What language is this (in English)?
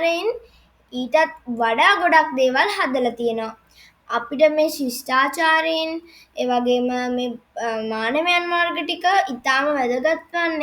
Sinhala